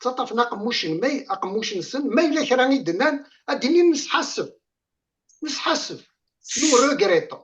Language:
Kabyle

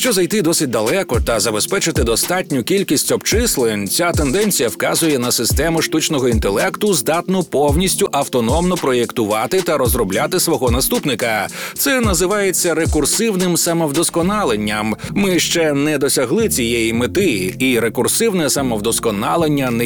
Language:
Ukrainian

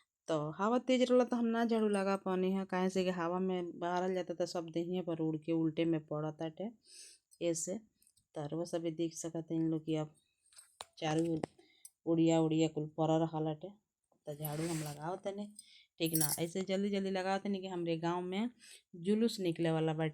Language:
Bhojpuri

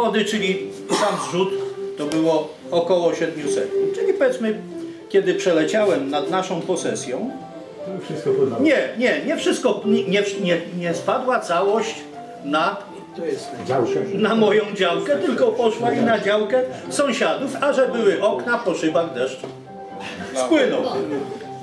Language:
Polish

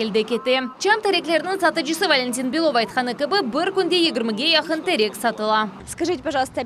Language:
Crimean Tatar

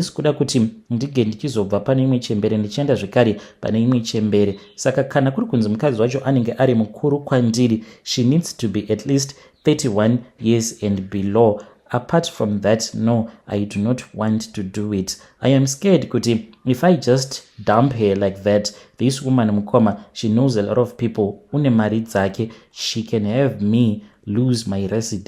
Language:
Shona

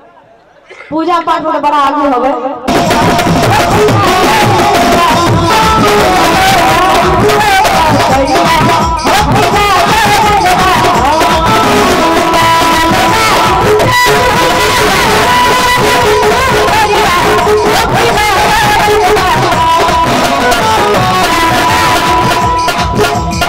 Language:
Bhojpuri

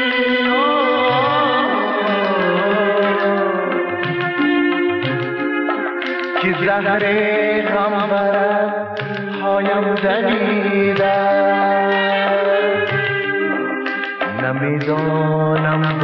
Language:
Persian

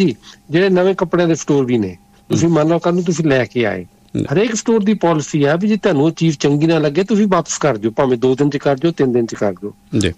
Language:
Punjabi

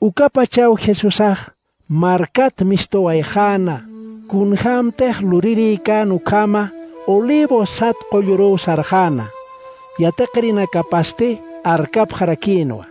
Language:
Aymara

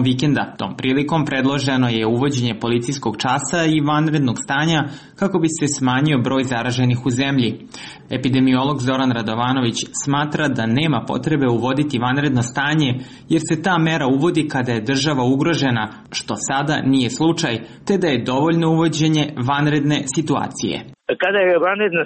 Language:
Serbian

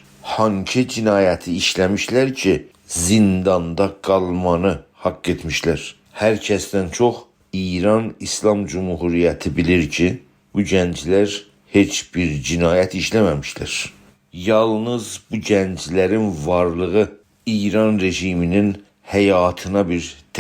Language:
South Azerbaijani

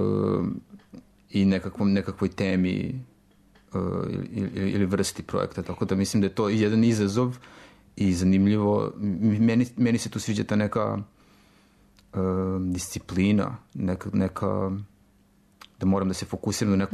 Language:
Serbian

